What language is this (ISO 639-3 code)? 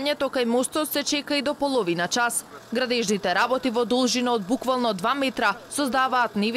mkd